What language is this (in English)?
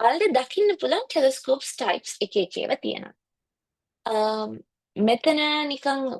Sinhala